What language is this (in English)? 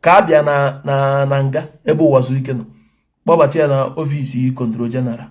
Igbo